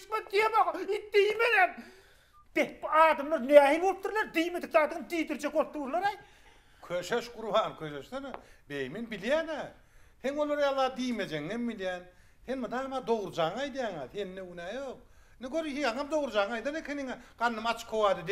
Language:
Turkmen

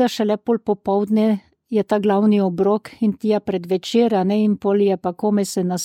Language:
Slovenian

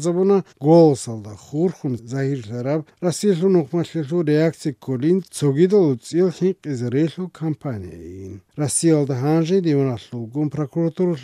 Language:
Avaric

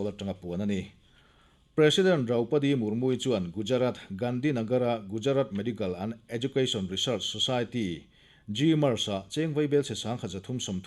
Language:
Mizo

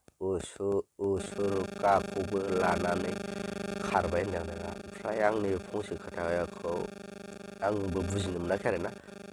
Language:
Bodo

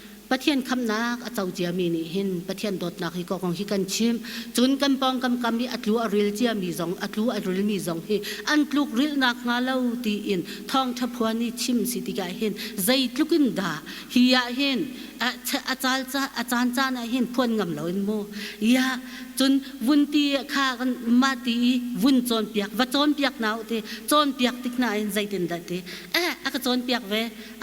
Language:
Hakha Chin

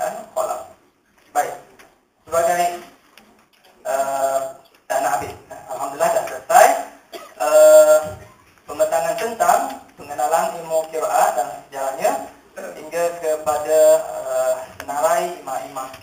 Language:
Malay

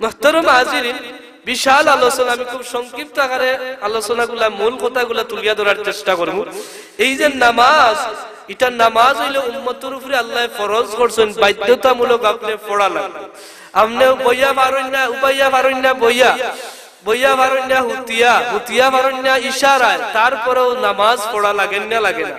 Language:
Sylheti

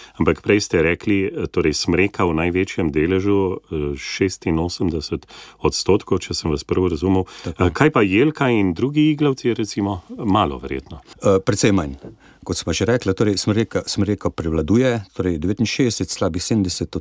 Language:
Slovenian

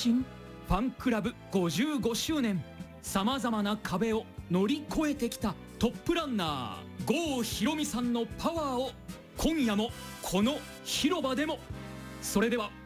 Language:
Japanese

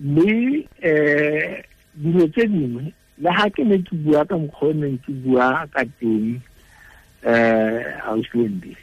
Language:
Tswana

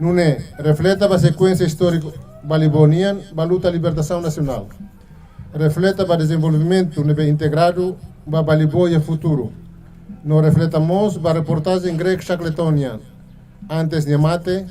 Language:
Tetum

